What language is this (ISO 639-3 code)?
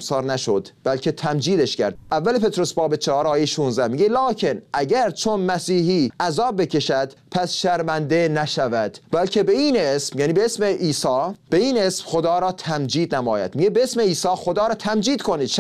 fas